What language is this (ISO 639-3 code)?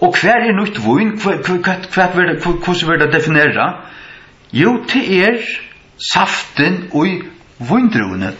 fao